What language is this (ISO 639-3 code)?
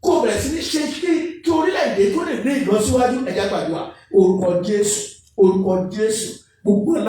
yor